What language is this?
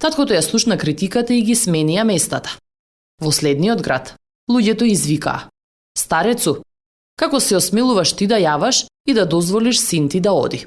Macedonian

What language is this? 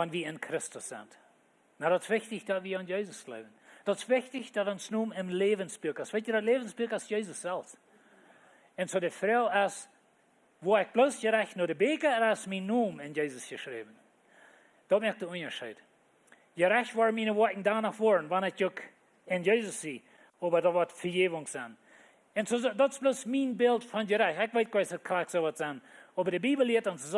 Plautdietsch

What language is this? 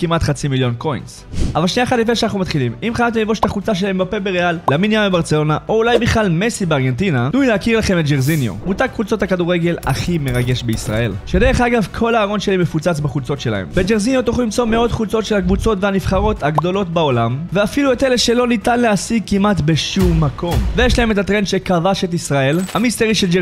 Hebrew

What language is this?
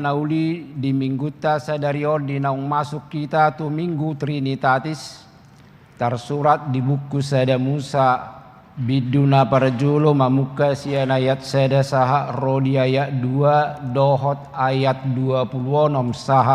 Batak Toba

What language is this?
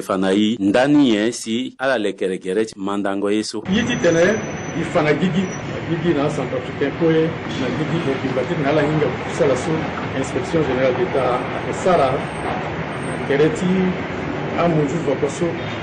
Sango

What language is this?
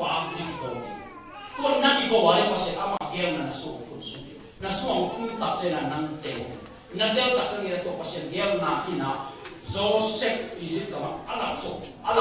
Tedim Chin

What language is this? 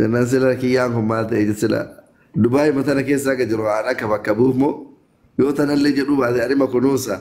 Oromo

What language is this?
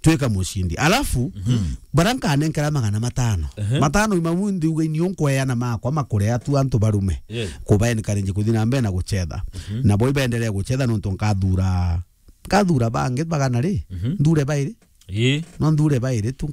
Meru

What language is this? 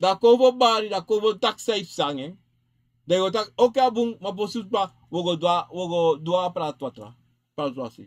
Sranan Tongo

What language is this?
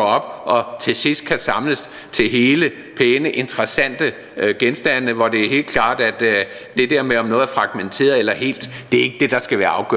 Danish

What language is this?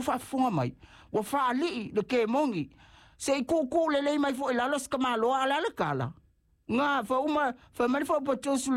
Samoan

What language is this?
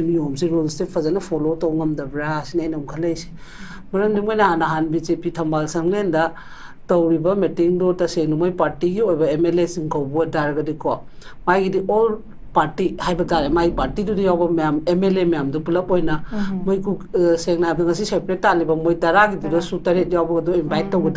Manipuri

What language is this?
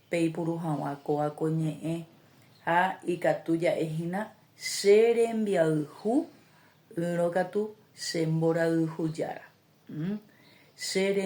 Guarani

